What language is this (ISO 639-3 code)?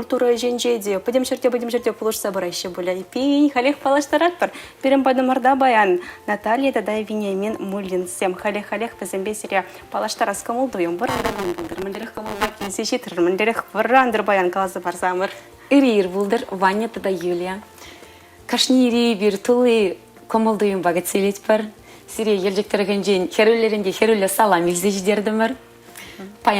chv